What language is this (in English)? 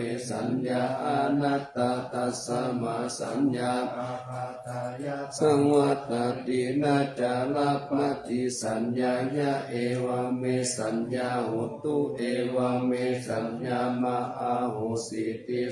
Pali